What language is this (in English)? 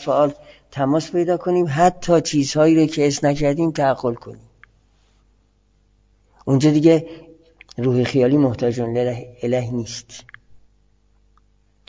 Persian